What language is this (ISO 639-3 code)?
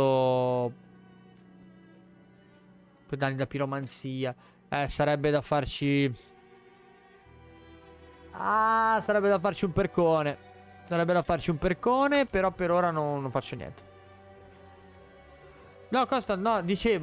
ita